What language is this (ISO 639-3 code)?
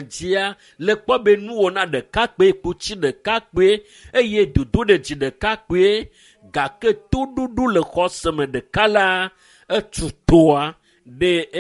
ewe